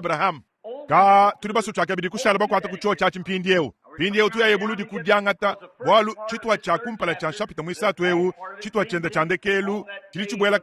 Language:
Luba-Lulua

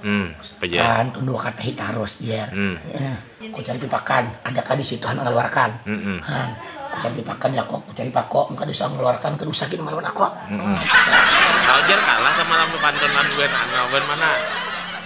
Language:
Banjar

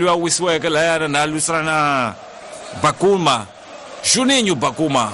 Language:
Tsonga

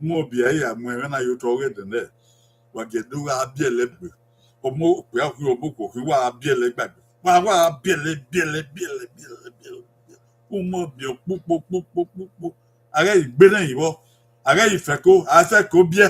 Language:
Bini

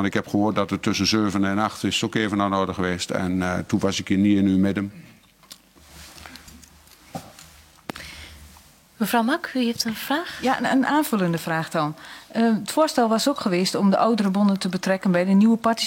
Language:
Dutch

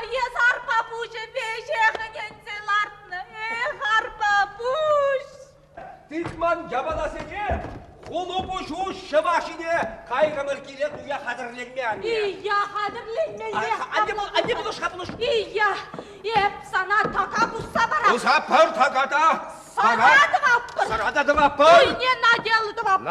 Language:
Chuvash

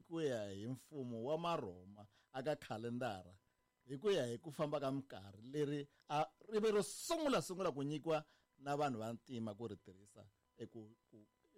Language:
Tsonga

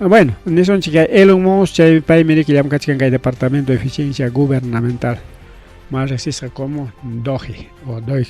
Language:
Ayacucho Quechua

